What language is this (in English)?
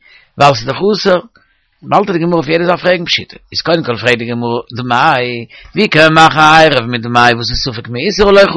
Yiddish